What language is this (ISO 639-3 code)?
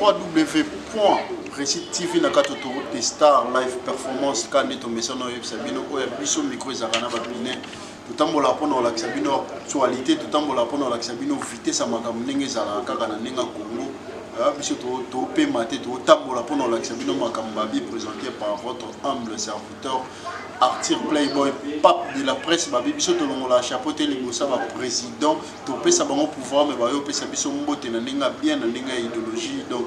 lin